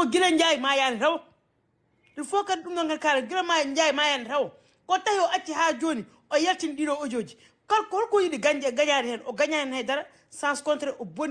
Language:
Fula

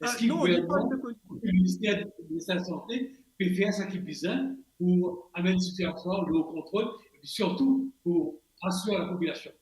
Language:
Morisyen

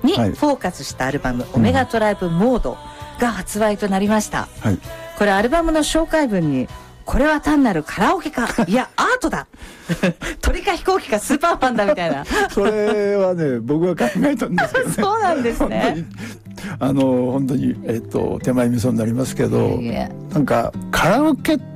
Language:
Japanese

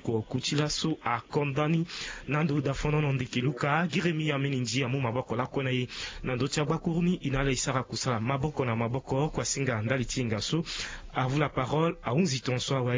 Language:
Sango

